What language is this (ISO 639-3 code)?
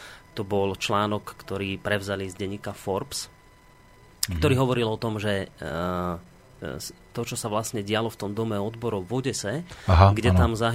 slk